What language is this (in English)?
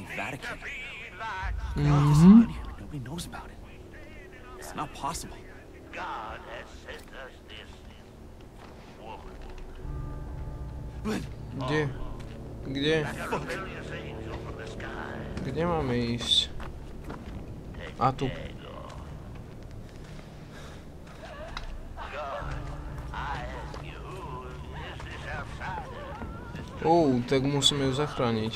Slovak